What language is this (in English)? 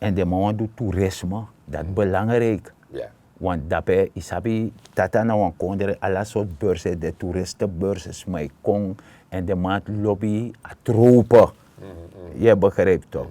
Sranan Tongo